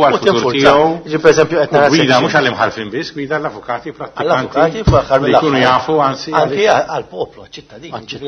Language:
Maltese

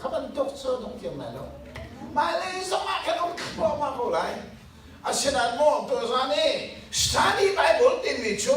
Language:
Hakha Chin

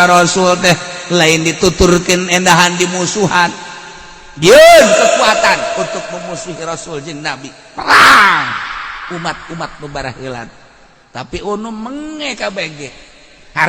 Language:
Sundanese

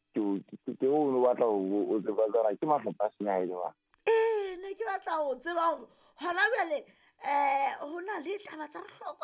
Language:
Southern Sotho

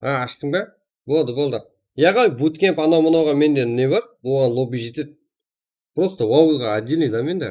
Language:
Kara-Kalpak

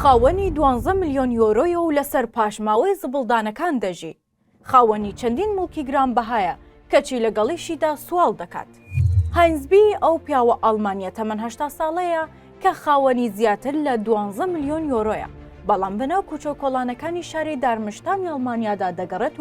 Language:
Central Kurdish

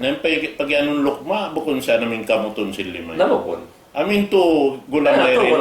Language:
Tausug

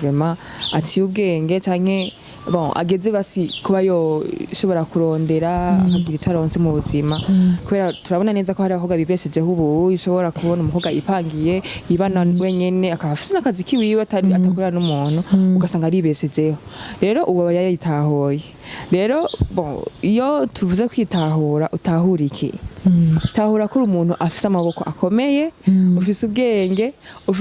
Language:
Rundi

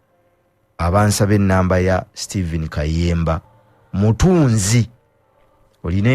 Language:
Ganda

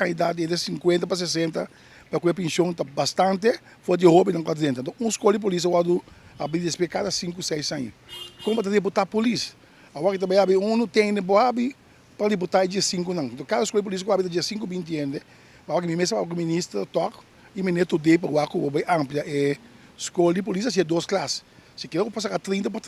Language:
Papiamento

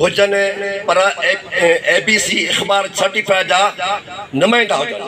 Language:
Sindhi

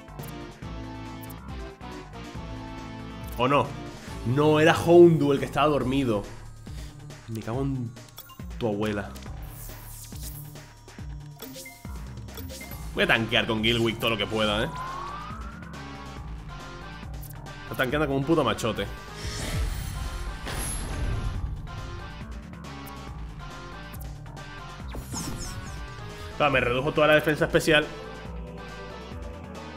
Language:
Spanish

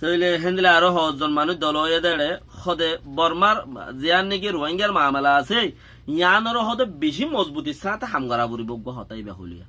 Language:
Rohingya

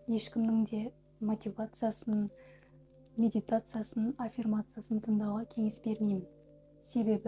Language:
Kazakh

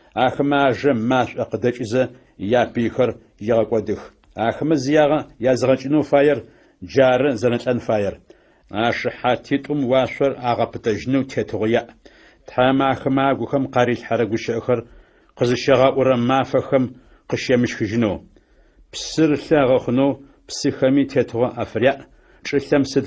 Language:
Adyghe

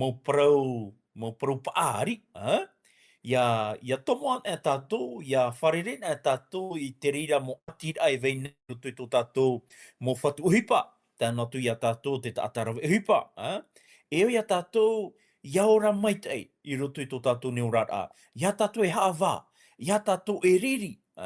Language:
Tahitian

